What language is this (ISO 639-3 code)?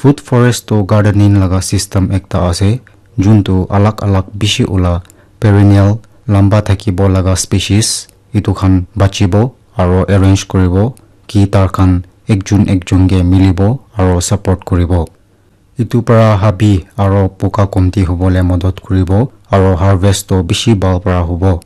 nag